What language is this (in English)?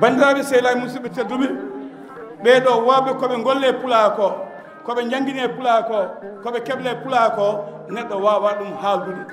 Fula